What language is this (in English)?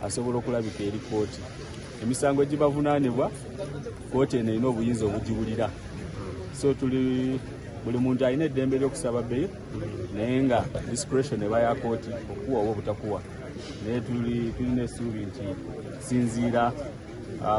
Ganda